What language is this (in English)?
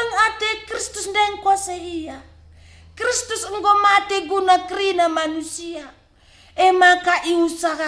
Batak Karo